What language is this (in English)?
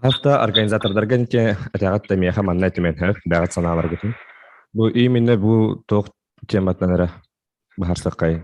Yakut